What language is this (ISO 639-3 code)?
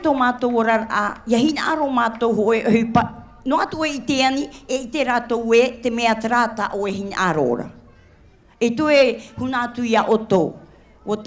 tah